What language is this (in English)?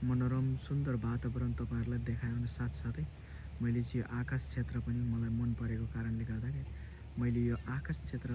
Nepali